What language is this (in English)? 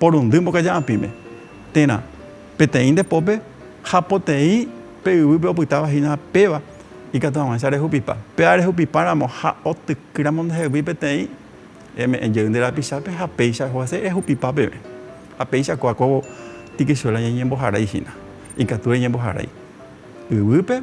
Guarani